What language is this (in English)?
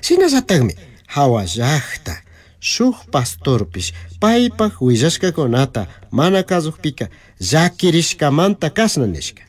Chimborazo Highland Quichua